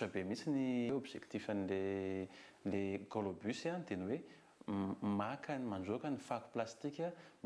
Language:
Malagasy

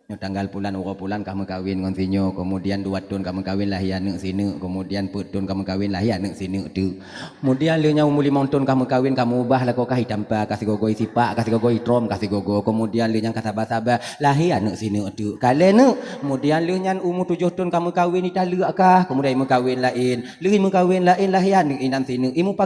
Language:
Achinese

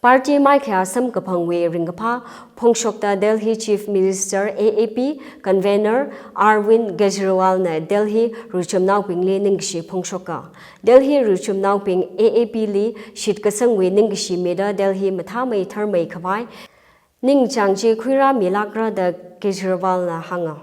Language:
Tangkhul Naga (India)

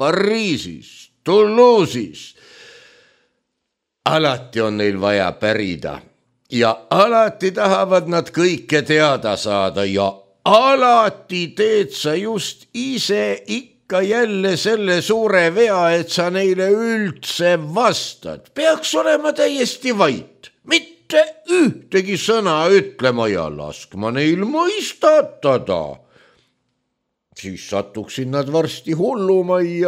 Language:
Estonian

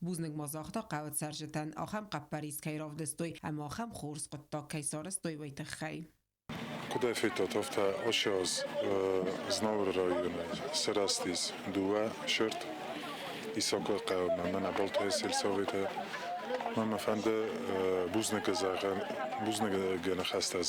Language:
Ossetic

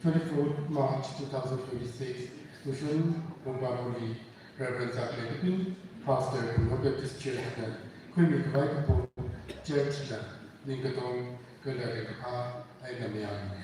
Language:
Tangkhul Naga (India)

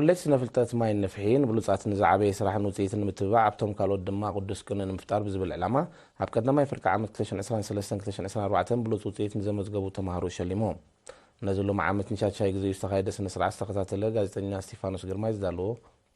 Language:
Tigrinya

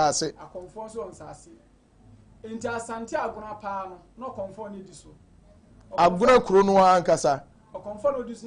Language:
Akan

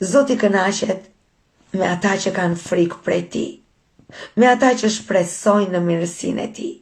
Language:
Albanian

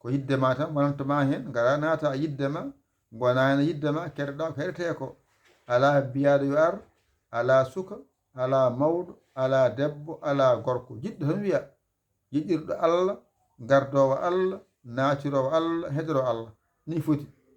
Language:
Fula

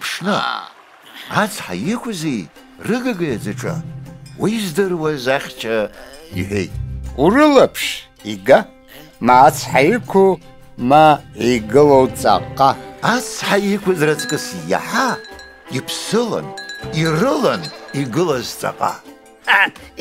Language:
Abkhazian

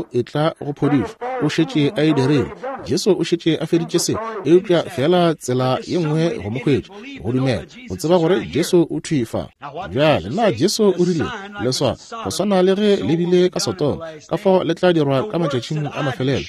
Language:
Northern Sotho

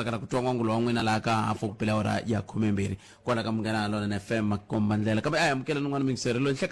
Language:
Tsonga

